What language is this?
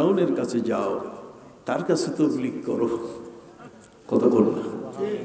Bangla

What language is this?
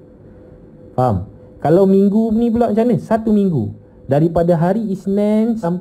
Malay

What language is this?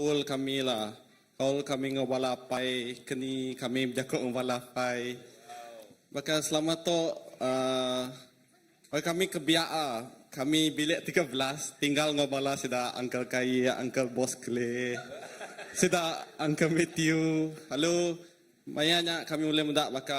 Iban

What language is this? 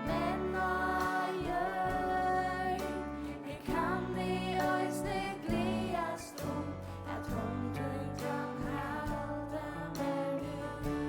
Faroese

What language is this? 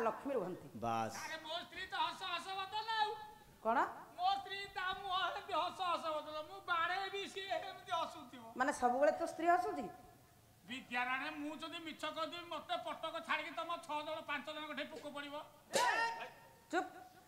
Odia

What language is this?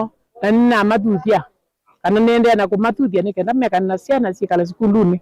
Kamba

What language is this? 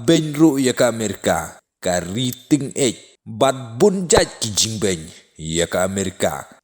Khasi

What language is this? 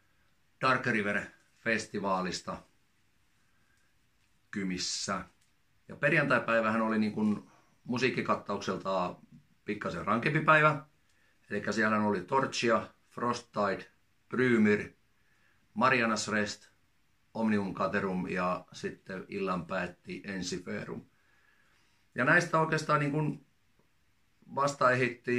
Finnish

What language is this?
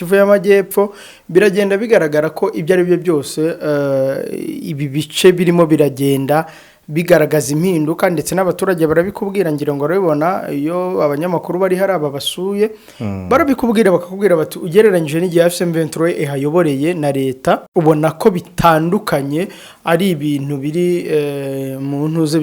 Kinyarwanda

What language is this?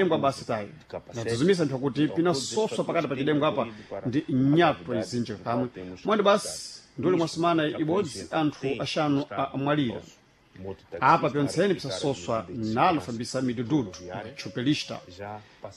Sena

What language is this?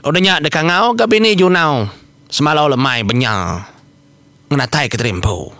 Iban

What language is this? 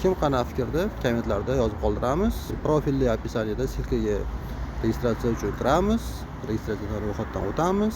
Uzbek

